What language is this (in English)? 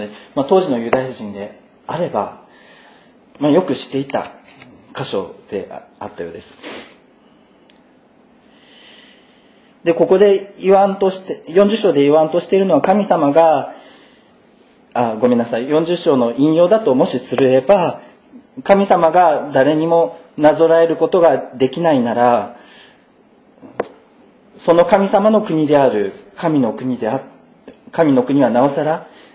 Japanese